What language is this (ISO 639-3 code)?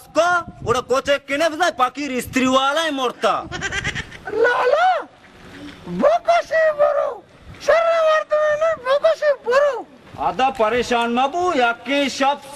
bal